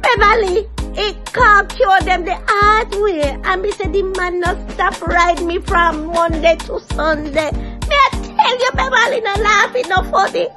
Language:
Jamaican Creole English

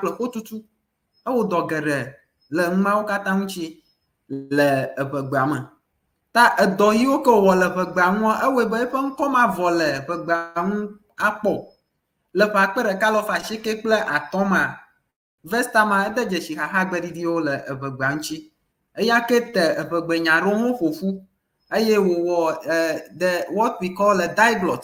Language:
Ewe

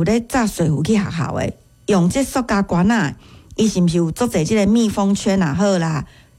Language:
Min Nan Chinese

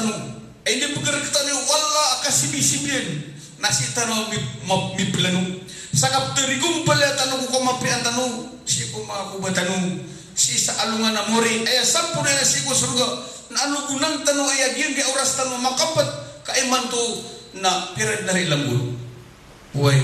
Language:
Maranao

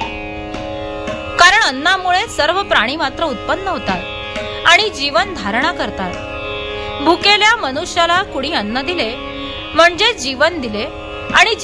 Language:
Marathi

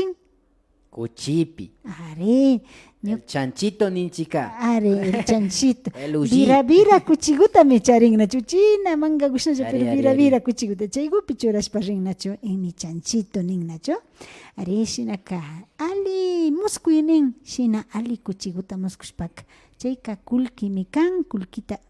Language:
Imbabura Highland Quichua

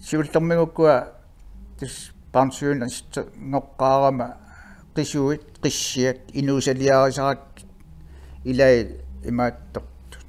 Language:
Kalaallisut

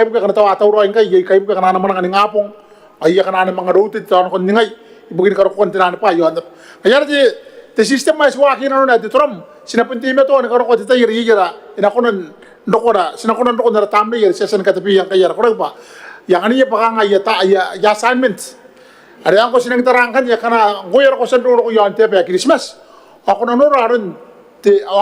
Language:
Gilbertese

